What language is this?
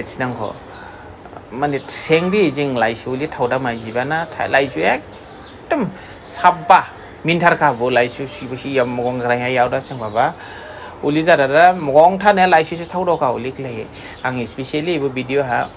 Dimasa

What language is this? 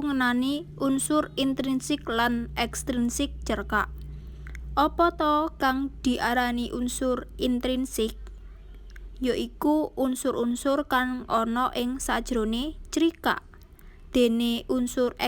Javanese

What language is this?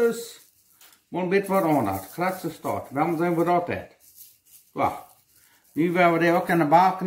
Plautdietsch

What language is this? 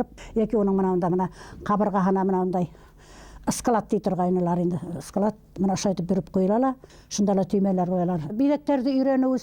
Bashkir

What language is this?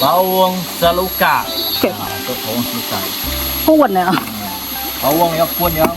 Iban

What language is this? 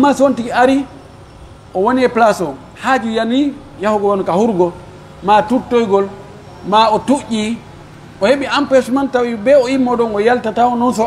Pular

